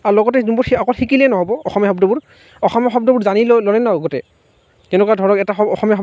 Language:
Assamese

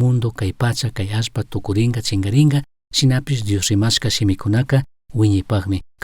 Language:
Chimborazo Highland Quichua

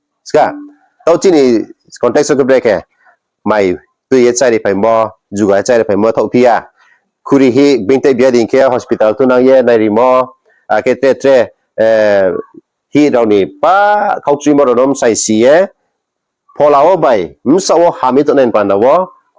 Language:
Riang (India)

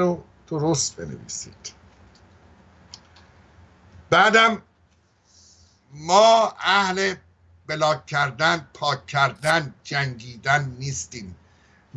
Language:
Persian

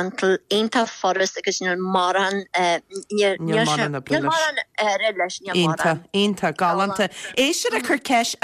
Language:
Irish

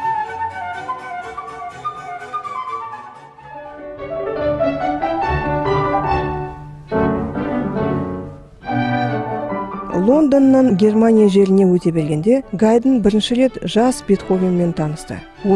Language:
Kazakh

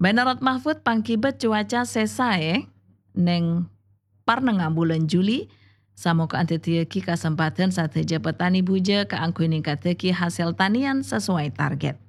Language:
Madurese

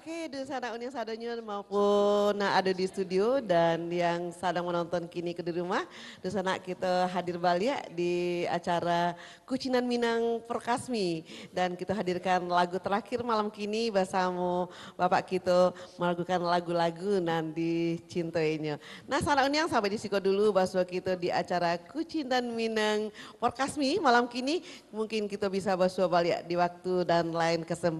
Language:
Minangkabau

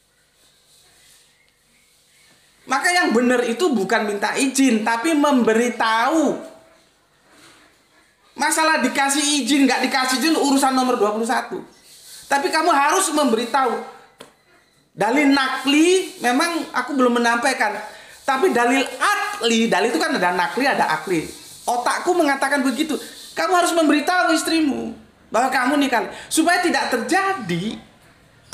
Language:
Indonesian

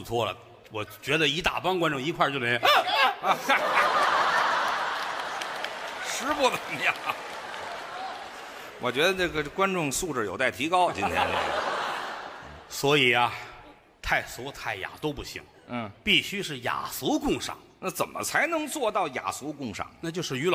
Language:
Chinese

